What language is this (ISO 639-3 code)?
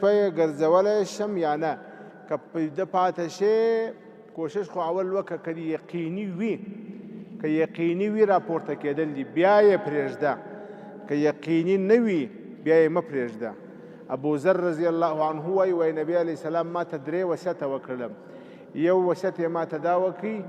pus